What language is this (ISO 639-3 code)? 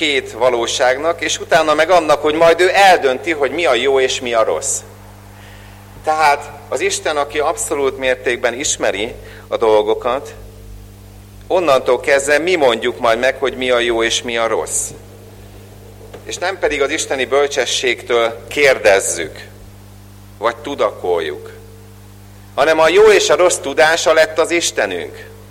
hun